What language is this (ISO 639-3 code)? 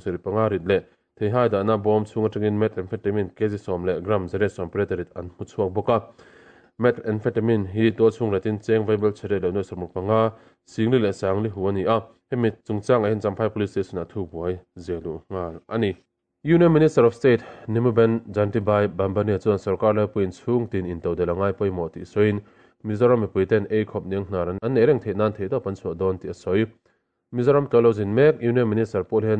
lus